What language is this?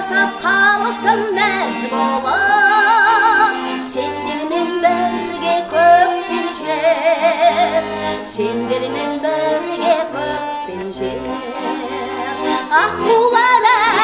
Kazakh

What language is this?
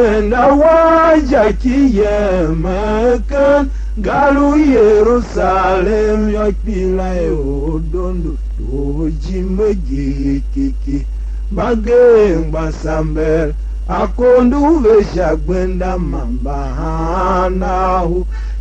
Tiv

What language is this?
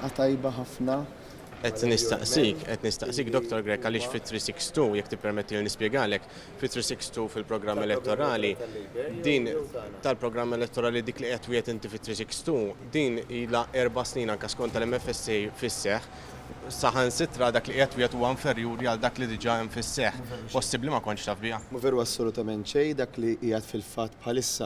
Maltese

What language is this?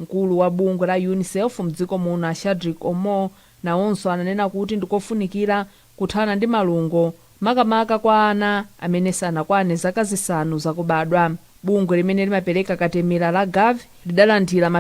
Nyanja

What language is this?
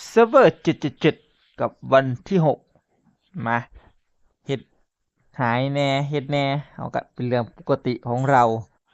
Northeastern Thai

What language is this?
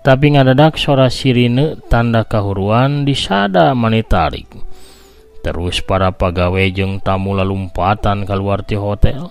Sundanese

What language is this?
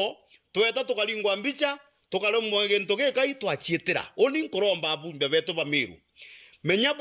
Meru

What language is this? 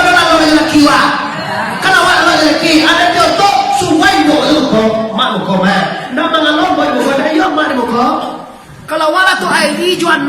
Minangkabau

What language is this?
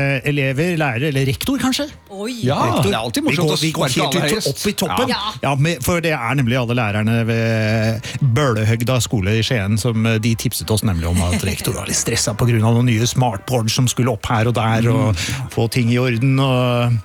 Norwegian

